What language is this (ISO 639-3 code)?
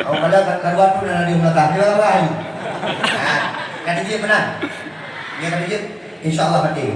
ace